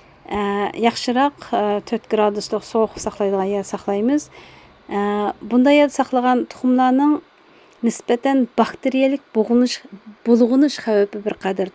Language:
Uyghur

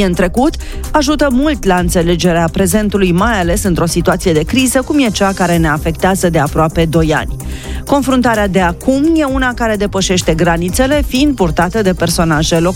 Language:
Romanian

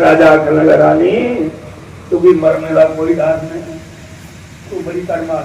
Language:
Dogri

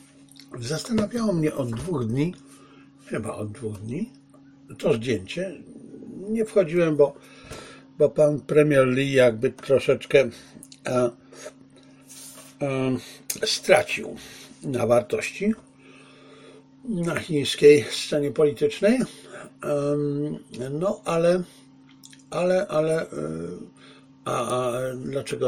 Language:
Polish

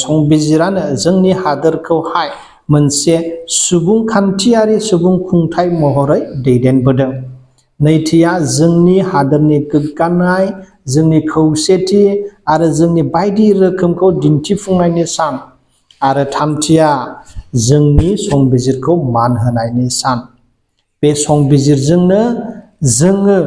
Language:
Bodo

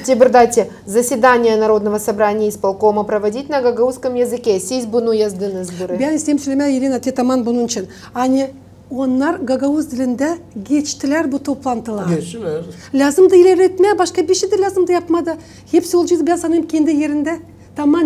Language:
Gagauz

